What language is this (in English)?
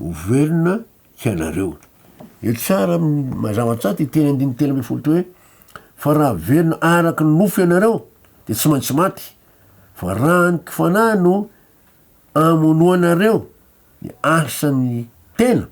Malagasy